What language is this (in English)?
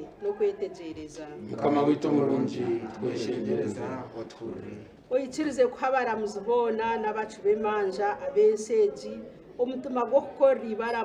Nyankole